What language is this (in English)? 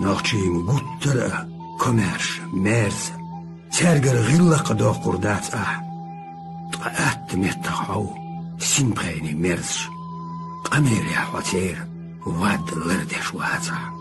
Chechen